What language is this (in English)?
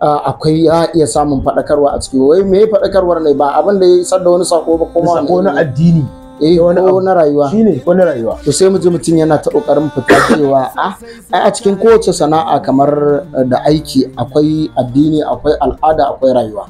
Hausa